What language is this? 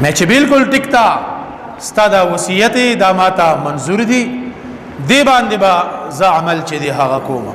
Pashto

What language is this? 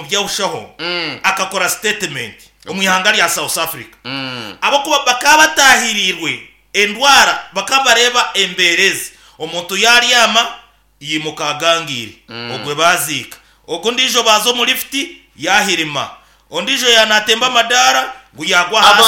Nyankole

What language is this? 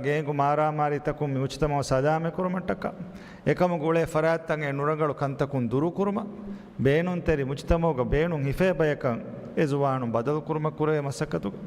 Divehi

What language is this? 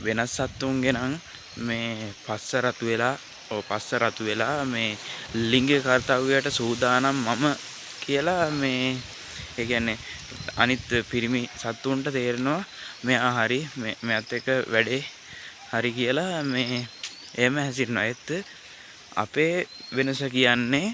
Sinhala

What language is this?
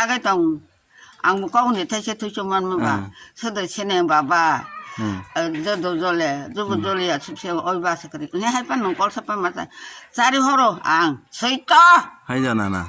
Kok Borok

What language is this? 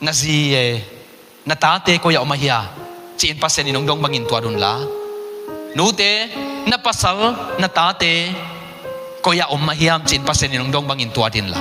Tedim Chin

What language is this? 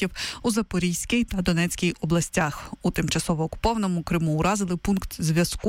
Ukrainian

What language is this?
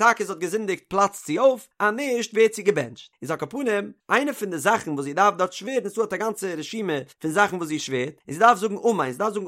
Yiddish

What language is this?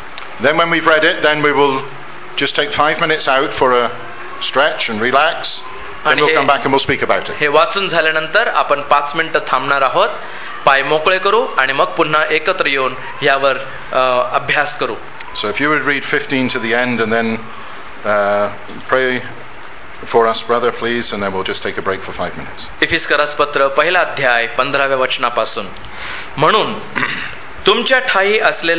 Marathi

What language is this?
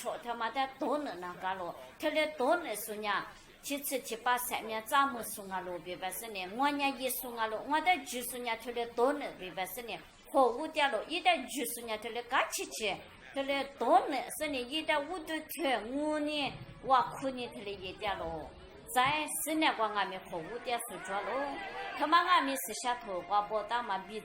Lisu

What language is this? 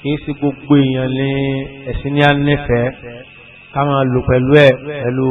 Yoruba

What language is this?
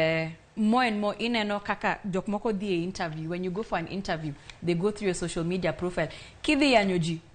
Luo (Kenya and Tanzania)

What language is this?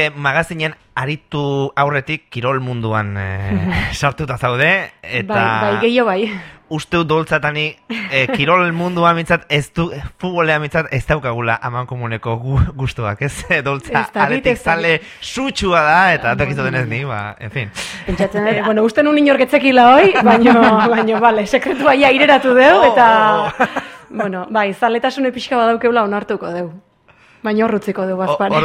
Basque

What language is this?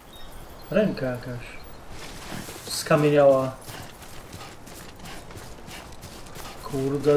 Polish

